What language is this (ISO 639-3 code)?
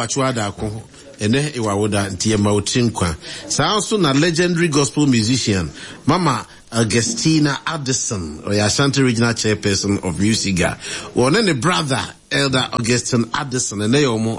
aka